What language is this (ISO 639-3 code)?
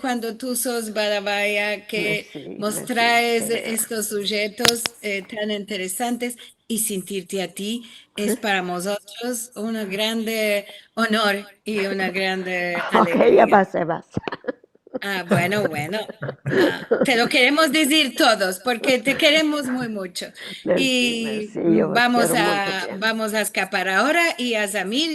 lad